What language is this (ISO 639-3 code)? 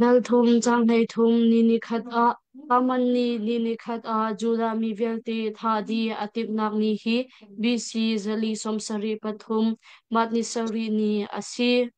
cnh